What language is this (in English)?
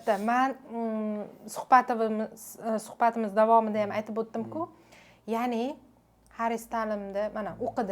Uzbek